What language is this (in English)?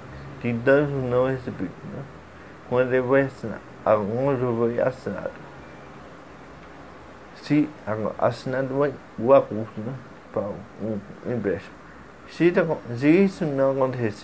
Portuguese